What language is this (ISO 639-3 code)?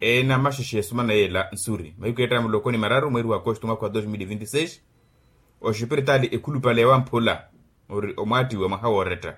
vmw